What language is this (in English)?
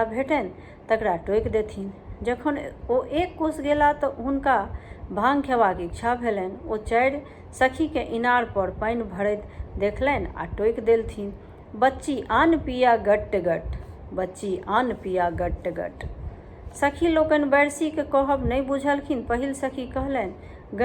Maithili